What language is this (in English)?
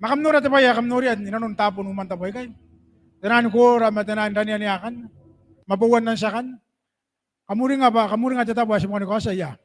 Gilbertese